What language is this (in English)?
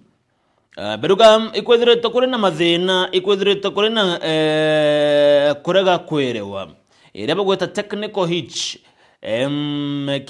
Meru